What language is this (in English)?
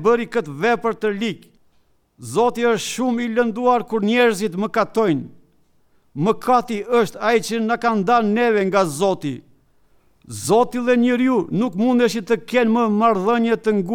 Albanian